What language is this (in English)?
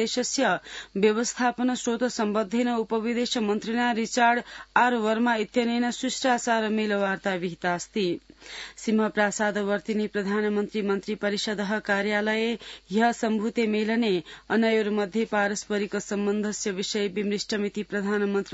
Sanskrit